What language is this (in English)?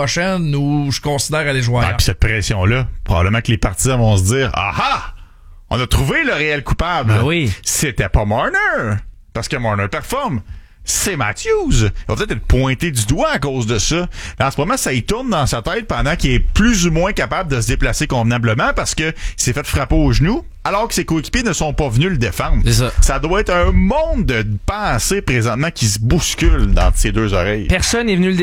French